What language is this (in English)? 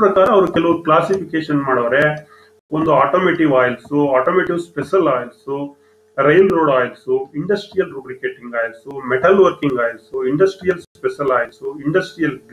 Kannada